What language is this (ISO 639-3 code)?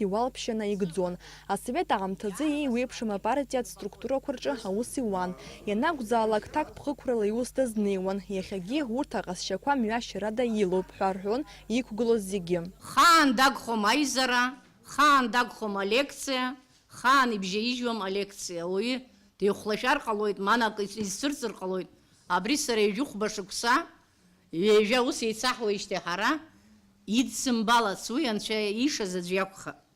abk